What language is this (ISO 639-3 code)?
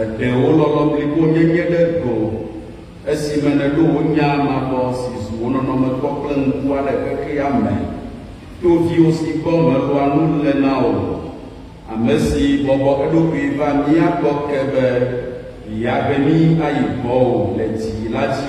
ewe